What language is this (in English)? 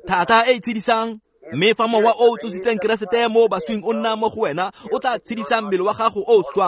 Tswana